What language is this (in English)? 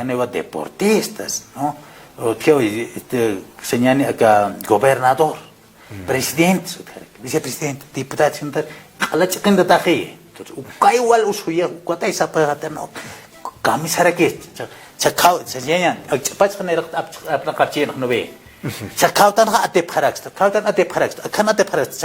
Aymara